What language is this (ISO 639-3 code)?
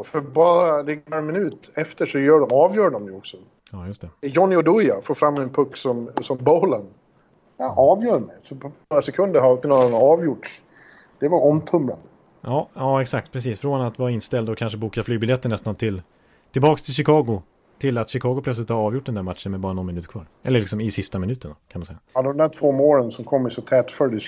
swe